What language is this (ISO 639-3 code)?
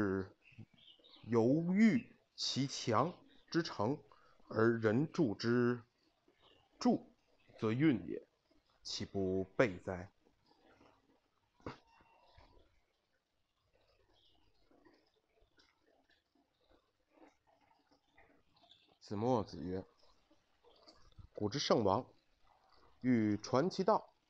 zho